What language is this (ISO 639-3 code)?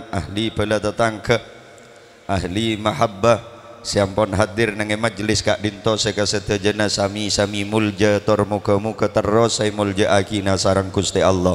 mad